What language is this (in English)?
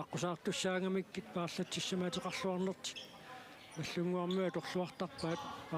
Kalaallisut